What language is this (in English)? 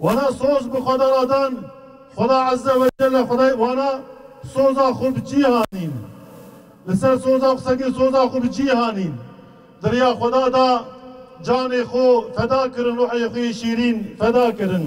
Kurdish